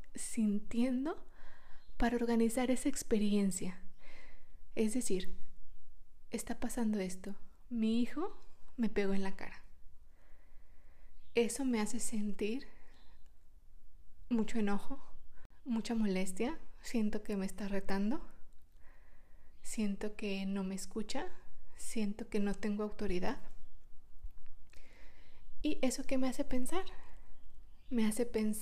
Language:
Spanish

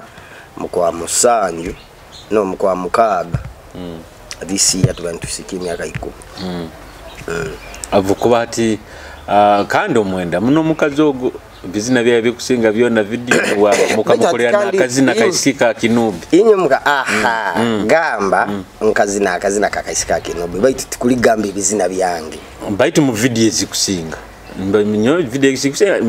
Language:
Nyoro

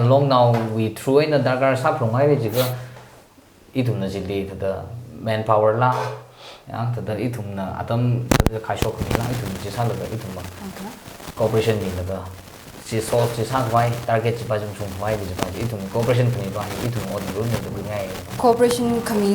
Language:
Tangkhul Naga (India)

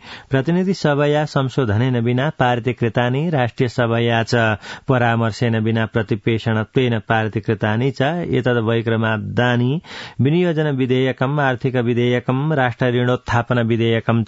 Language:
Sanskrit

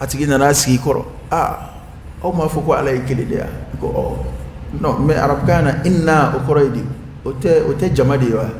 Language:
Dyula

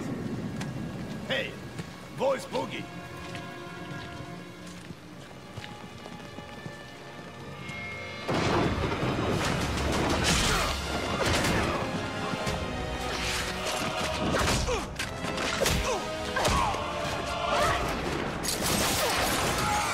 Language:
German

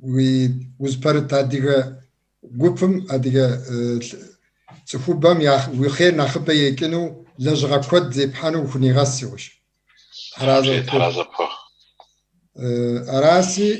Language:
Kabardian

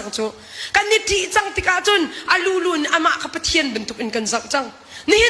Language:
Hakha Chin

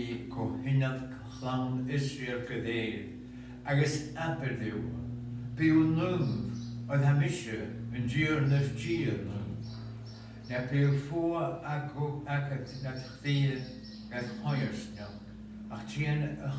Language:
Scottish Gaelic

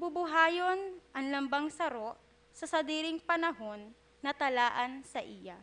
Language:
Bikol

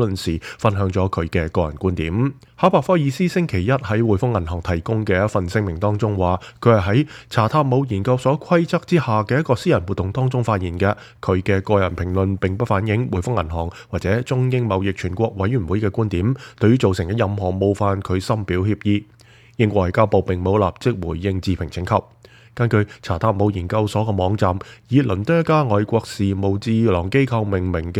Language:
Cantonese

